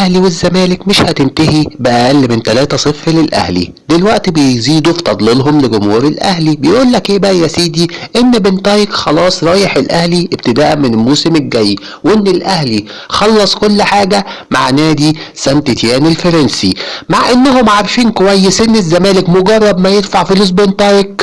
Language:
Egyptian Arabic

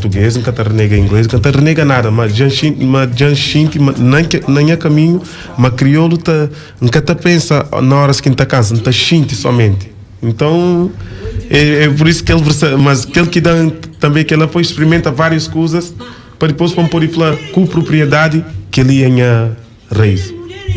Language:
Kabuverdianu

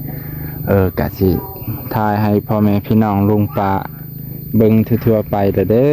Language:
Lao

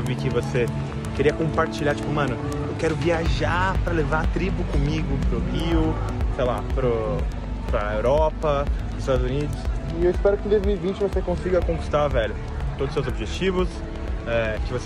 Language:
Portuguese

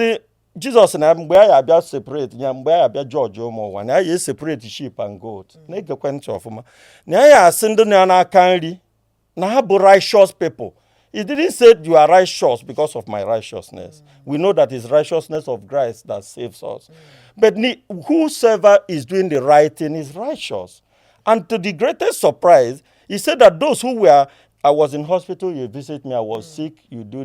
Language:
Igbo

